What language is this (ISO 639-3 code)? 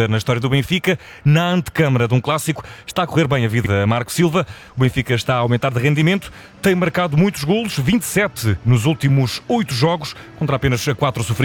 por